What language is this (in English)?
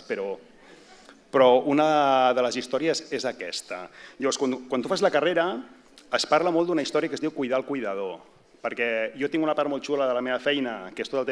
Catalan